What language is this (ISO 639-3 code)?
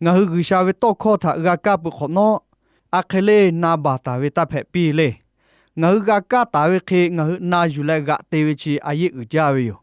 lhu